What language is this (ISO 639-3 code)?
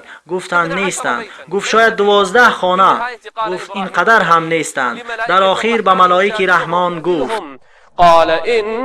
tgk